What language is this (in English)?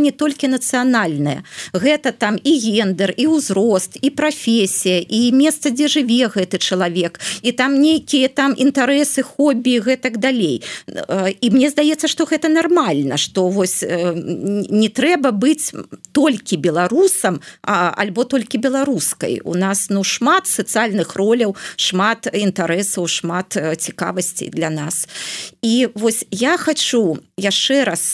Belarusian